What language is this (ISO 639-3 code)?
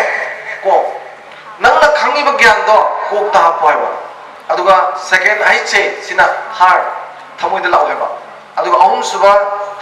mni